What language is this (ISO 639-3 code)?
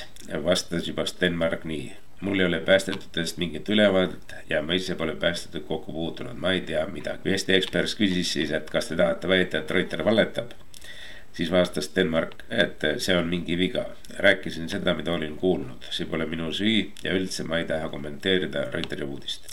est